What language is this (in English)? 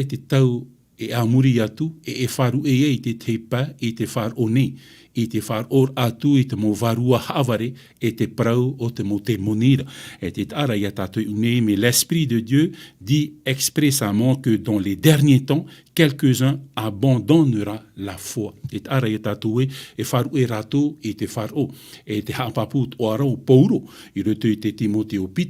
Tahitian